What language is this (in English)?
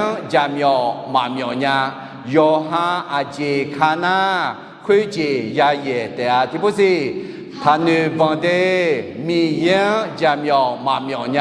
Akha